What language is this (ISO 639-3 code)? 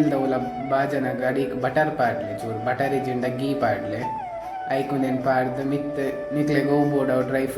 tcy